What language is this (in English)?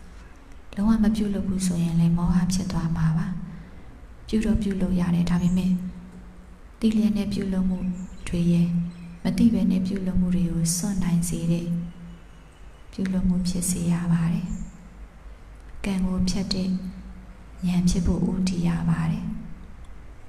Burmese